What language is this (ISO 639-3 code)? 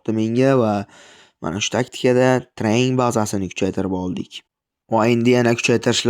uzb